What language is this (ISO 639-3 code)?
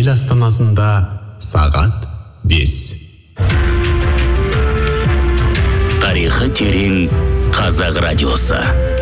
kaz